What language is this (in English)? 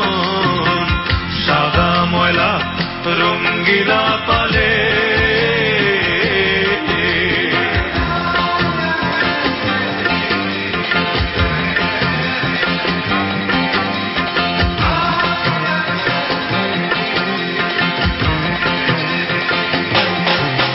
Bangla